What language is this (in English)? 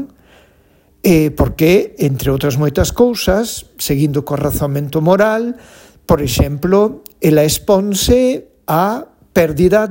Galician